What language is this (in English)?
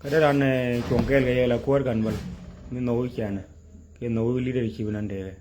Nuer